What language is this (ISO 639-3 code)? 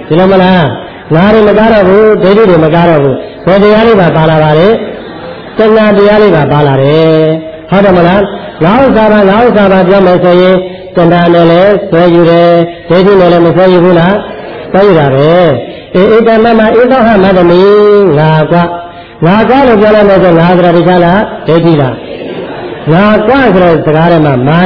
mya